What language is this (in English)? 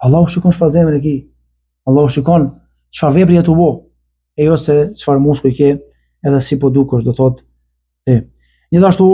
Albanian